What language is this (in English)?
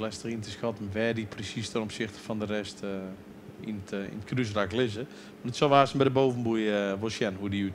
Western Frisian